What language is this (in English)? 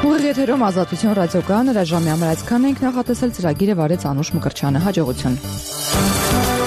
Armenian